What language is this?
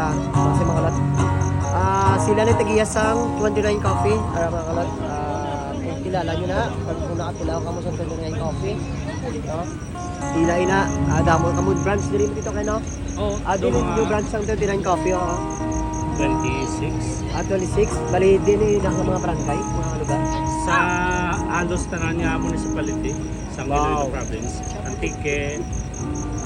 Hiligaynon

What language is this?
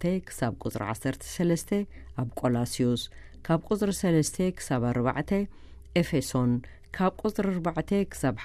Tigrinya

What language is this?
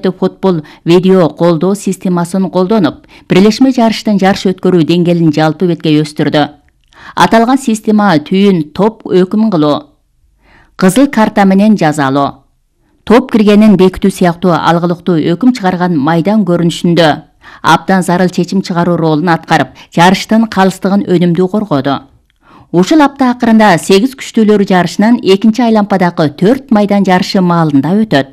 Kyrgyz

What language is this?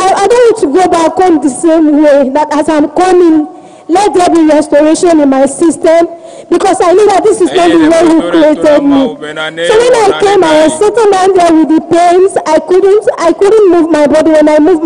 Ewe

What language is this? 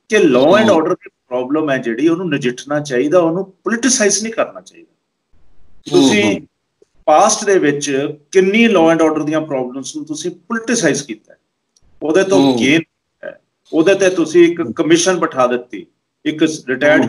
Punjabi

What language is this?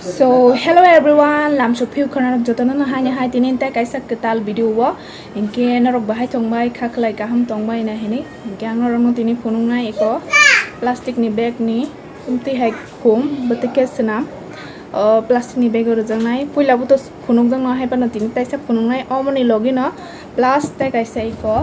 Kok Borok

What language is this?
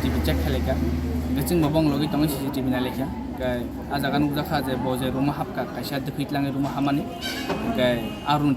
Kok Borok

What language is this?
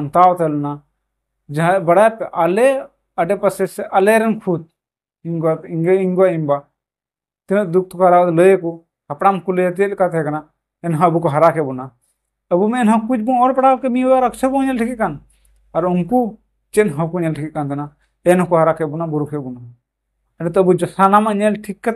Santali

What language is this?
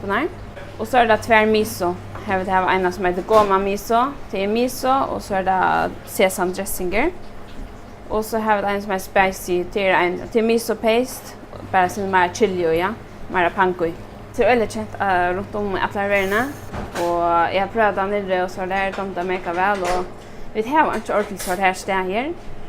Faroese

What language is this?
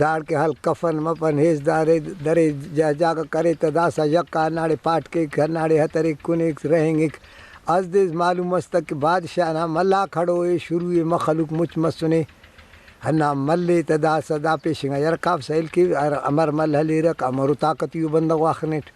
Brahui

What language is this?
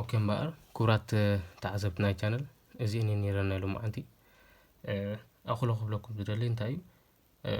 Tigrinya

